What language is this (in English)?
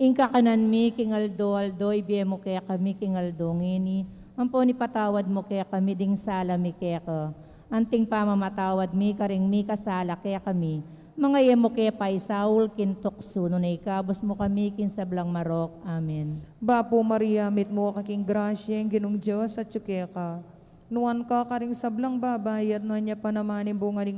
Pampanga